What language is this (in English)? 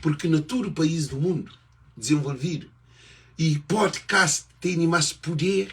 Kabuverdianu